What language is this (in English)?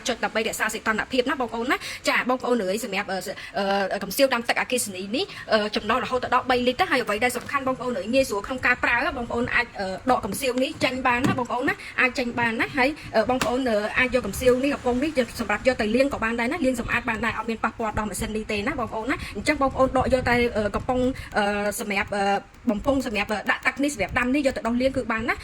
Khmer